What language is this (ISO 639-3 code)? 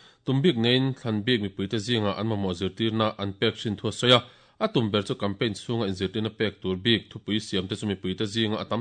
lus